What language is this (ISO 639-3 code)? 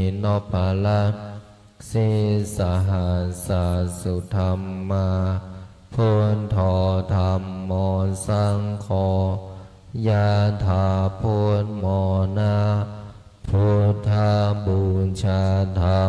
pli